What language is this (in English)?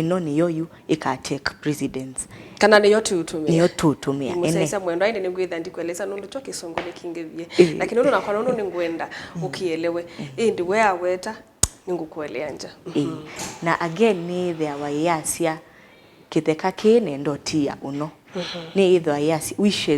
Kamba